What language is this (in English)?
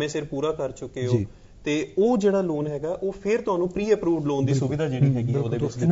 Punjabi